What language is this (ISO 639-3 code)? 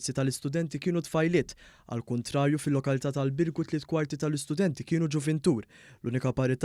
mlt